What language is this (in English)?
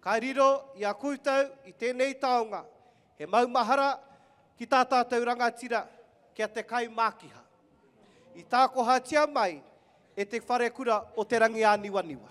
Māori